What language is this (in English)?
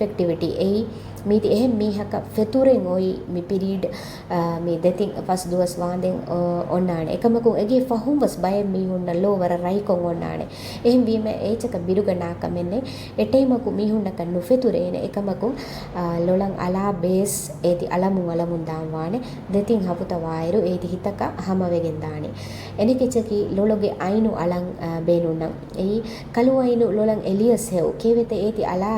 Divehi